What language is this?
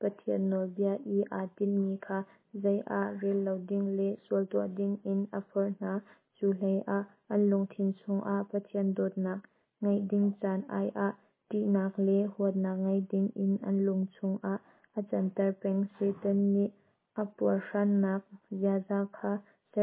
Hakha Chin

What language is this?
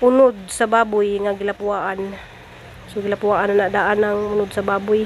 Cebuano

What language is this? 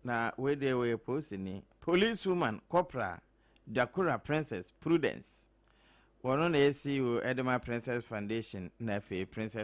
Akan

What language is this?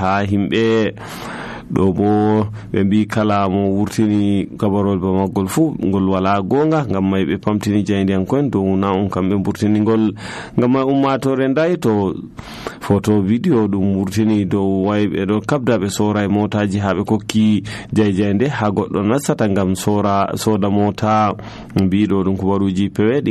Nigerian Fulfulde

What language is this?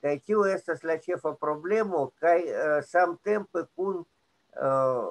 Esperanto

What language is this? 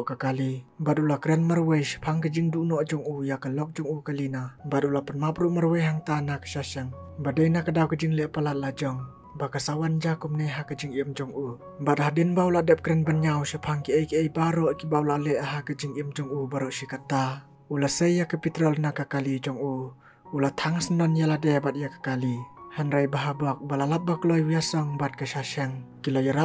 Khasi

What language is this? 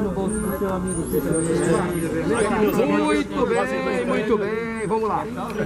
Portuguese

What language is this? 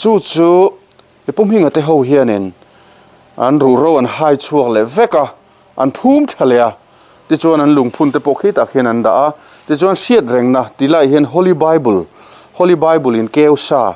Mizo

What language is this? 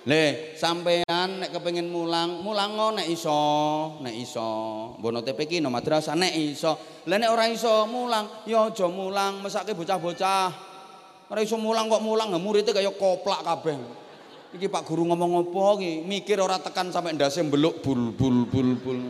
Javanese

